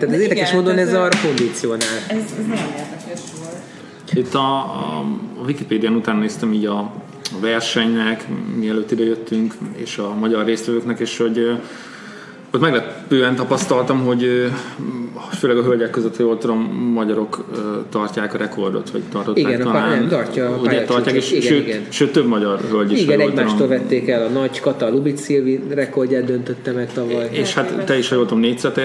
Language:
Hungarian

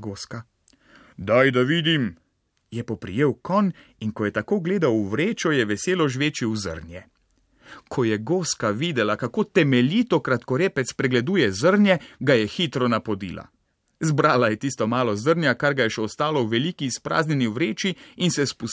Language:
Slovenian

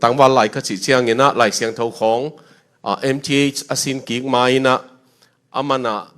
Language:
Tedim Chin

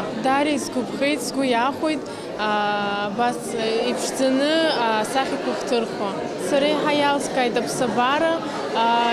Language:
Abkhazian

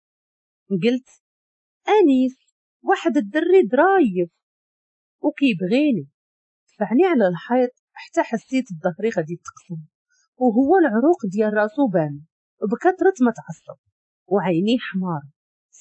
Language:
Moroccan Arabic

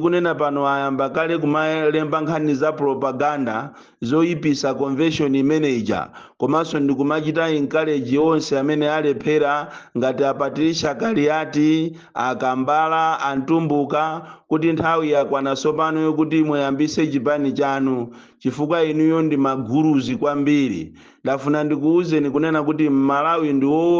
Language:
Nyanja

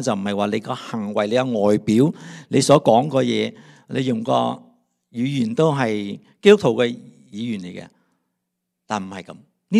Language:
Cantonese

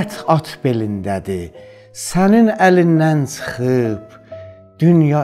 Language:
South Azerbaijani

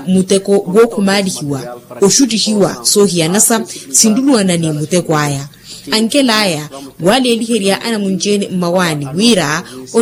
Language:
Makhuwa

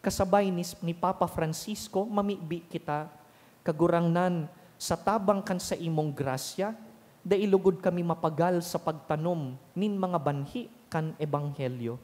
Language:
Bikol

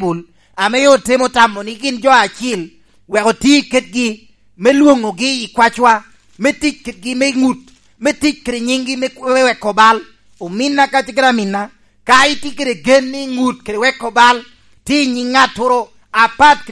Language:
Lango (Uganda)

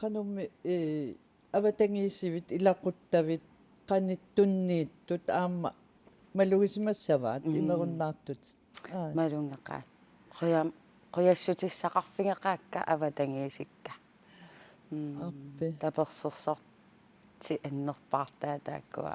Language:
Kalaallisut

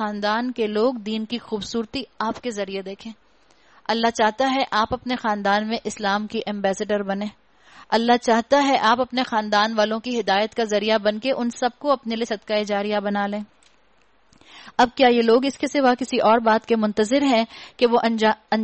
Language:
Urdu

